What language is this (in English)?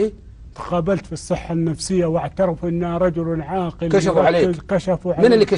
Arabic